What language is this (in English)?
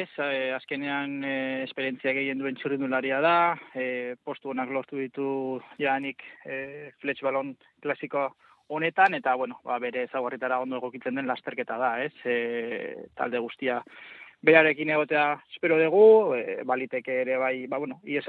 Basque